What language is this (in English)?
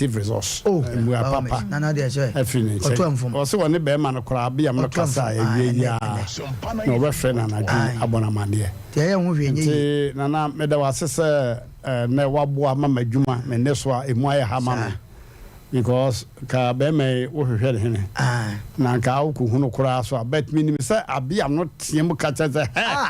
Akan